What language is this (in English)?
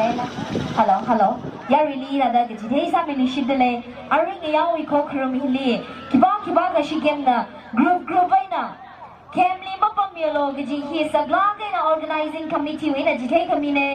Tangkhul Naga (India)